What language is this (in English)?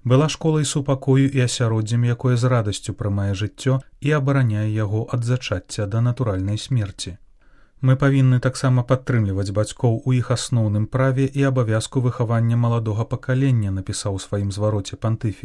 Belarusian